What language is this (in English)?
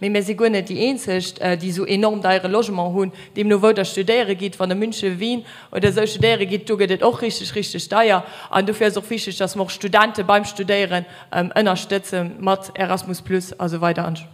Luxembourgish